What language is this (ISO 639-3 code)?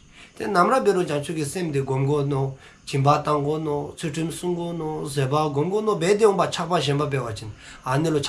dzo